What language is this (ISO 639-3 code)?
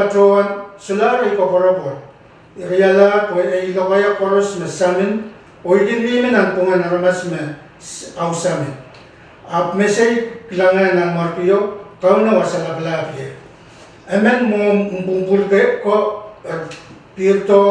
pon